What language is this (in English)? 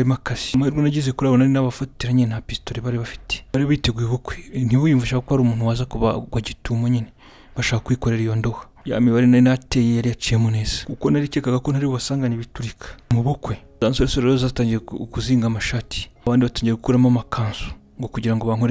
Kinyarwanda